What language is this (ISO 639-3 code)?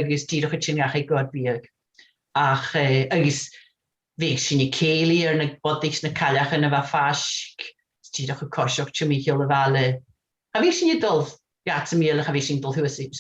gla